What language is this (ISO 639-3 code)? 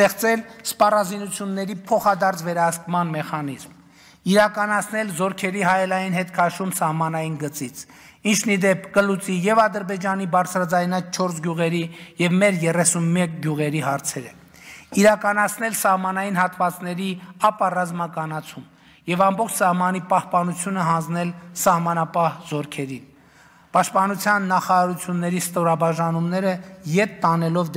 hye